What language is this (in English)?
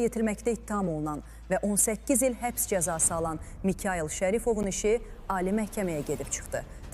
Azerbaijani